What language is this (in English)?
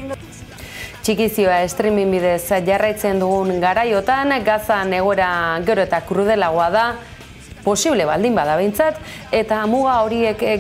Basque